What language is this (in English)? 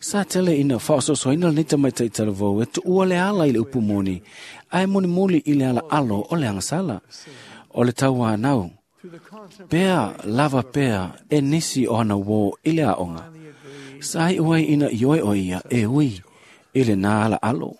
Samoan